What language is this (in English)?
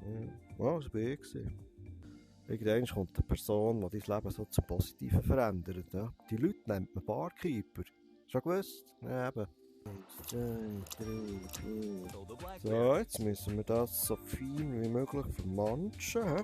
Swiss German